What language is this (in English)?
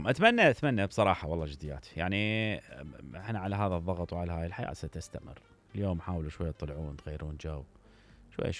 Mesopotamian Arabic